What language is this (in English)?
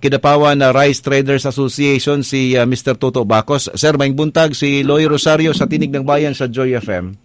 Cebuano